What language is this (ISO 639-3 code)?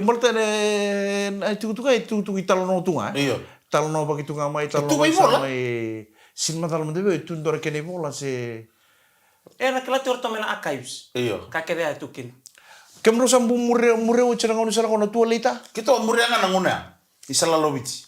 fij